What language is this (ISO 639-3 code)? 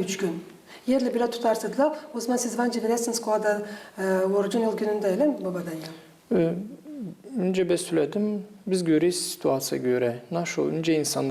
gag